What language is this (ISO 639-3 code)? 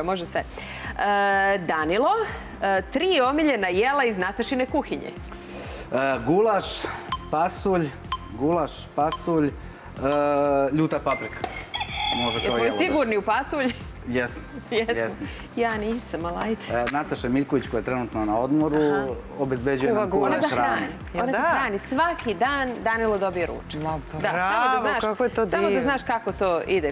srp